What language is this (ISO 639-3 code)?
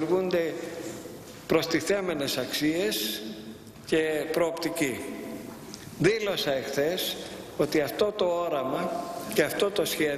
ell